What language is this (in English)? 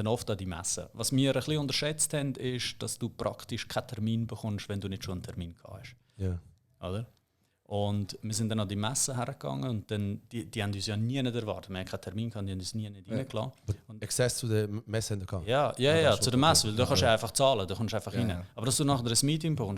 Swiss German